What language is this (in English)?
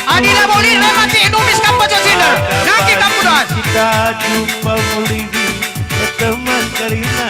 Batak Karo